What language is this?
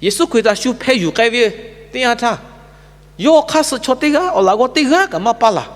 Lahu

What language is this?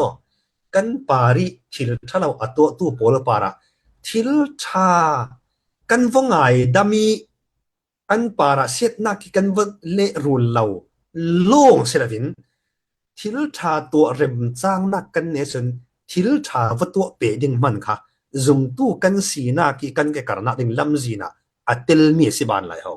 Falam Chin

